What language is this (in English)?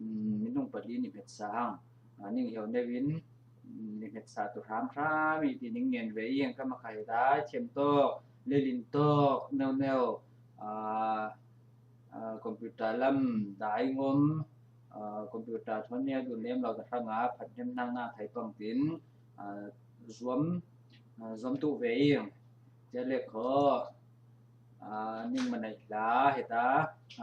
Falam Chin